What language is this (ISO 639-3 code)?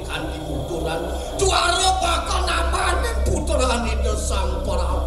ban